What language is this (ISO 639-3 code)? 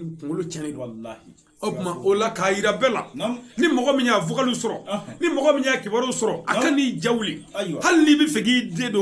bam